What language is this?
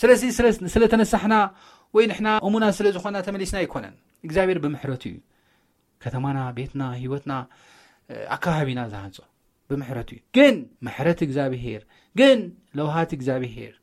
Tigrinya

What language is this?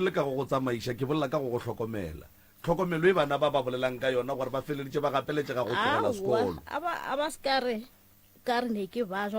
Northern Sotho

